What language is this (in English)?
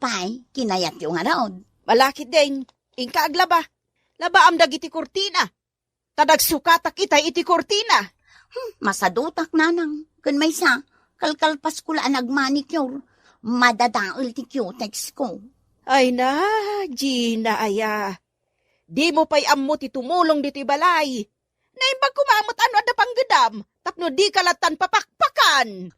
Iloko